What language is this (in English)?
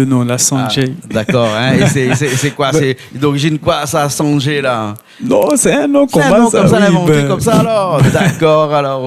Réunion Creole French